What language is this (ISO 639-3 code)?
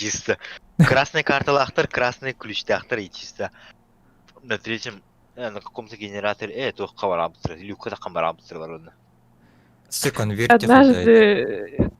sah